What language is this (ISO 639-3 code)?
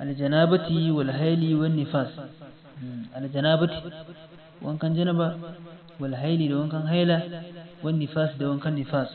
hau